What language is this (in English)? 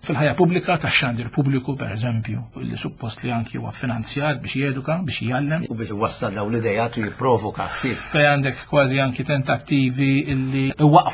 Maltese